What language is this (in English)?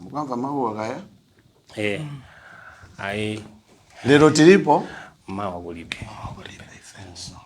Nyanja